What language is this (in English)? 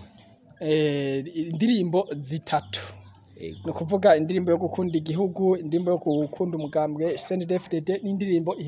Rundi